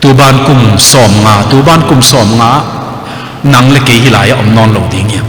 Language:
Tedim Chin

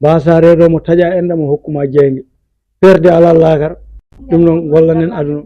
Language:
Fula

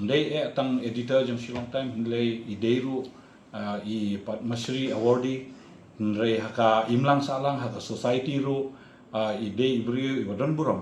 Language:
Khasi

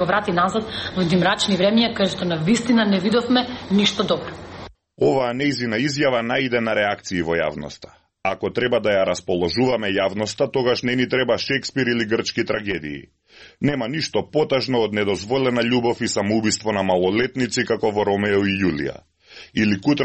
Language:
Macedonian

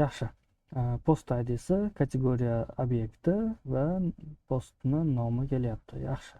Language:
Uzbek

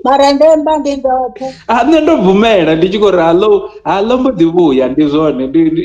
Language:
Venda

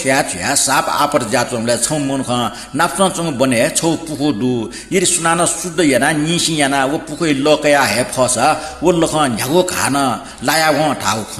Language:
Newari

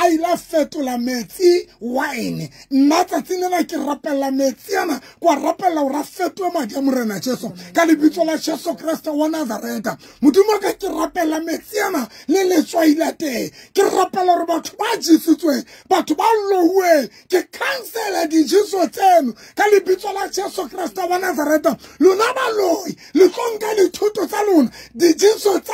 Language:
Southern Sotho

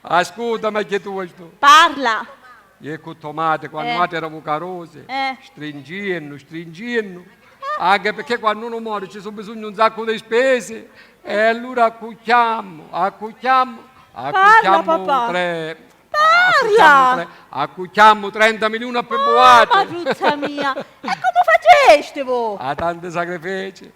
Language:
Sicilian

